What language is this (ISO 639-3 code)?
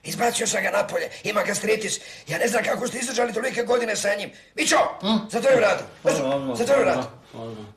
srp